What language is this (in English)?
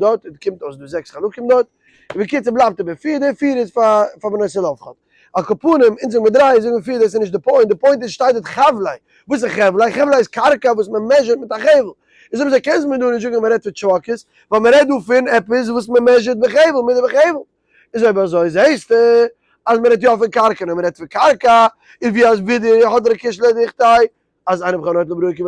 Yiddish